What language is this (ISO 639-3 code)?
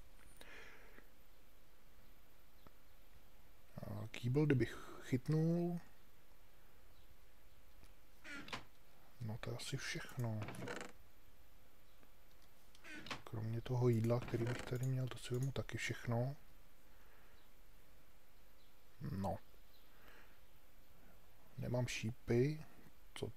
ces